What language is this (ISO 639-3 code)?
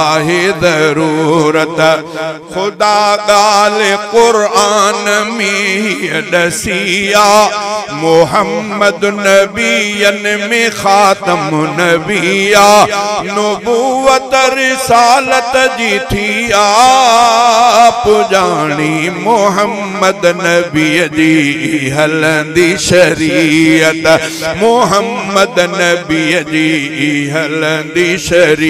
snd